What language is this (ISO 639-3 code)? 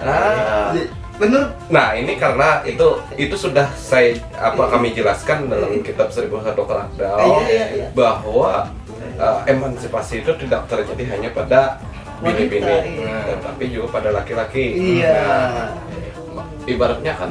bjn